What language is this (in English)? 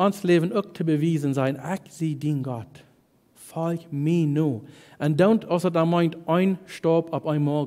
Plautdietsch